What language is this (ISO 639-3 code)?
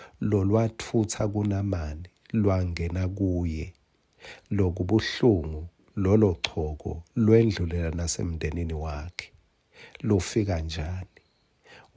ssw